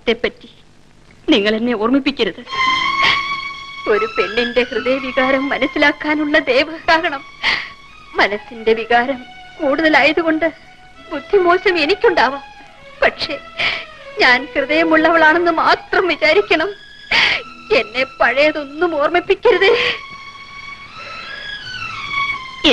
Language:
Malayalam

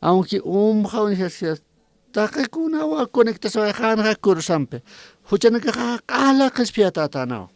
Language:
Aymara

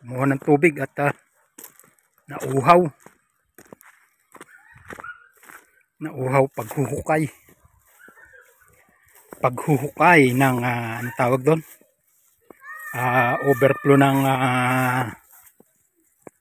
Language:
Filipino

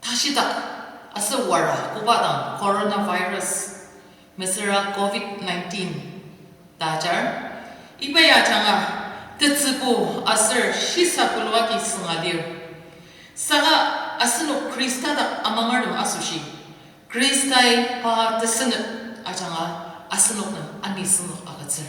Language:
Ao Naga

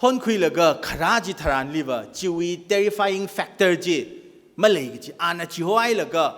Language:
Tangkhul Naga (India)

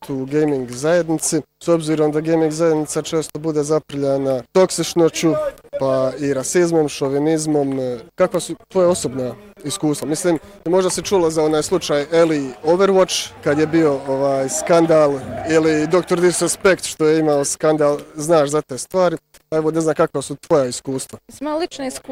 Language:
Bosnian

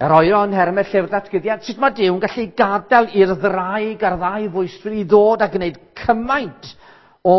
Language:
Welsh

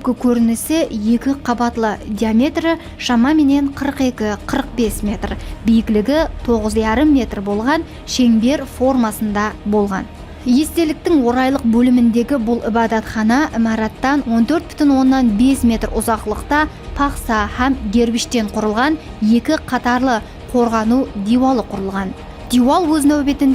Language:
Kara-Kalpak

